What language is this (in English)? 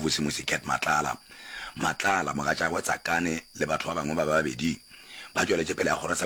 Northern Sotho